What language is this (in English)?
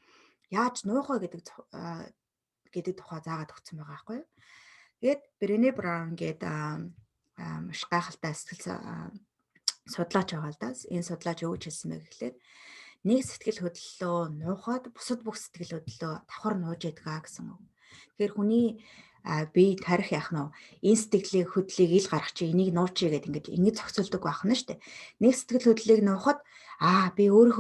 Mongolian